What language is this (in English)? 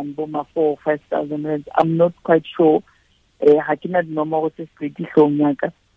Southern Sotho